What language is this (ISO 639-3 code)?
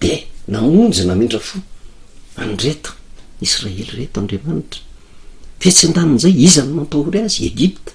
mlg